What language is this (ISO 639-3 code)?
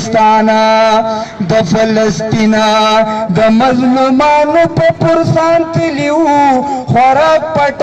pus